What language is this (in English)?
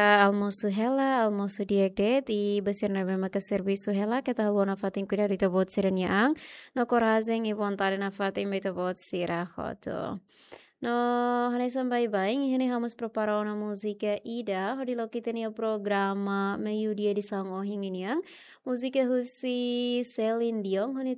Tetum